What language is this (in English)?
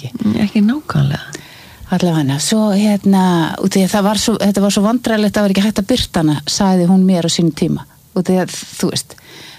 Icelandic